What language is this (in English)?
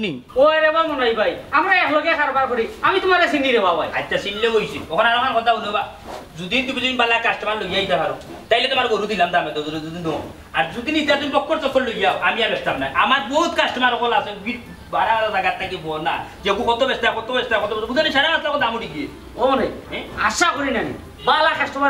Sylheti